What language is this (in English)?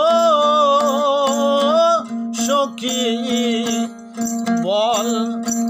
Bangla